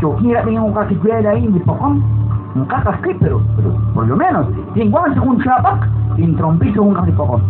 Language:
Kekchí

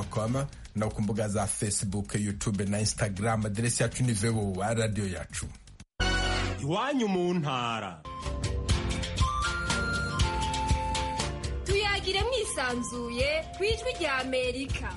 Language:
Kinyarwanda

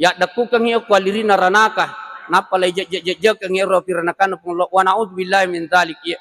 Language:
Buginese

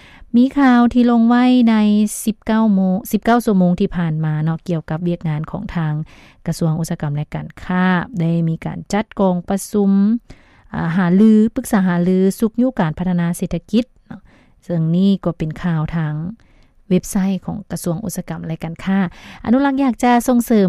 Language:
Lao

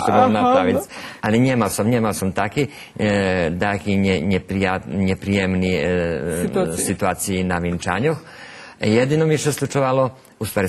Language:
Rusyn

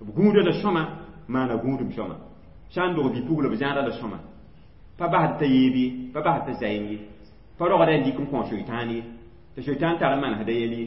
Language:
Mossi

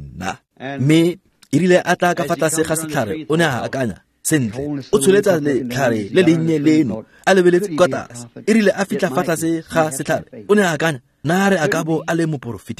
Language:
Tswana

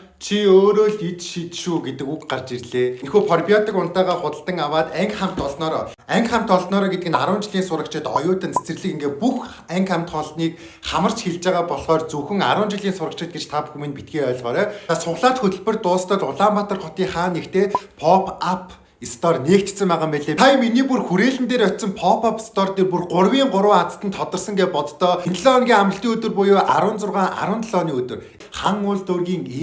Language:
Mongolian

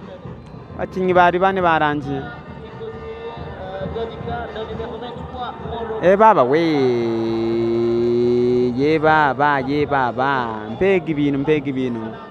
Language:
Kinyarwanda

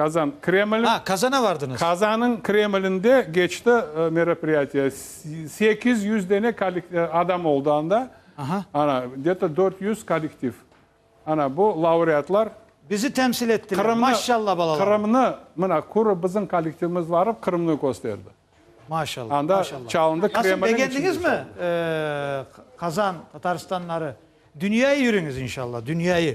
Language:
Crimean Tatar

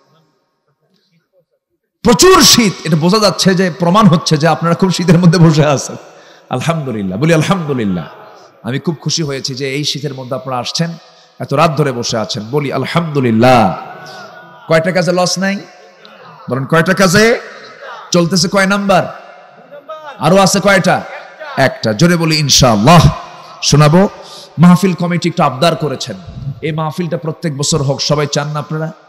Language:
Bangla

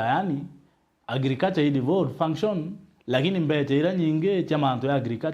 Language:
Meru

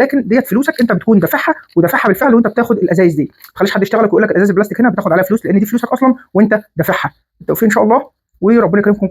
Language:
Egyptian Arabic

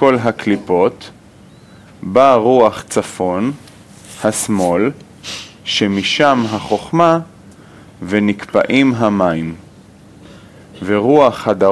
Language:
Hebrew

